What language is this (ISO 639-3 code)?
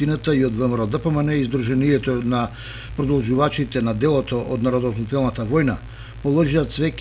mkd